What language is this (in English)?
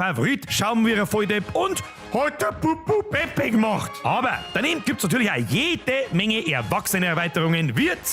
Bavarian